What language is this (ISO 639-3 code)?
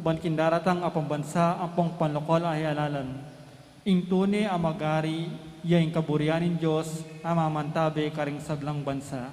pam